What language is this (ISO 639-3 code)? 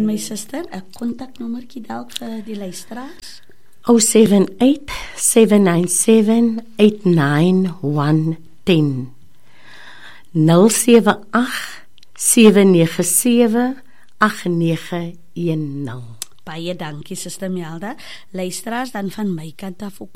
afr